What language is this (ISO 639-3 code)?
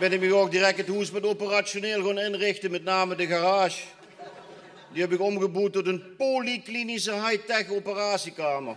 lim